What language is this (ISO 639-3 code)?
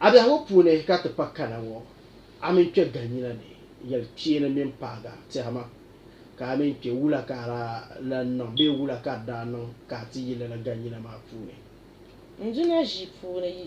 dag